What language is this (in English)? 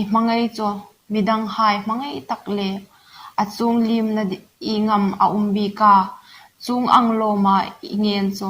Hmar